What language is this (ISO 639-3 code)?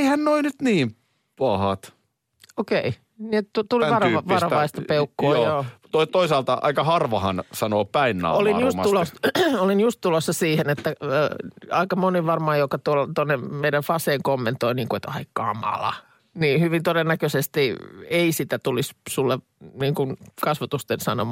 fin